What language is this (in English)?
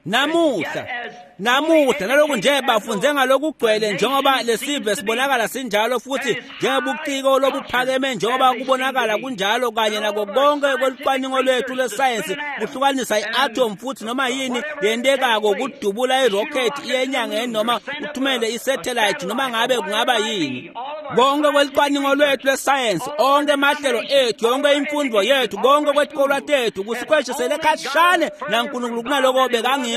Swati